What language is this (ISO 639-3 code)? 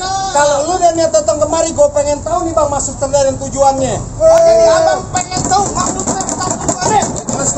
bew